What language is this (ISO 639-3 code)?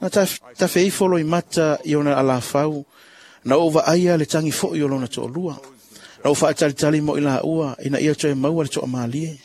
smo